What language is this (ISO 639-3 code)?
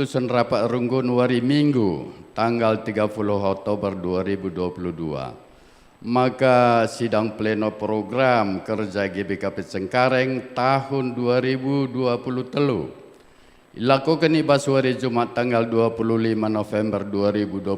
btx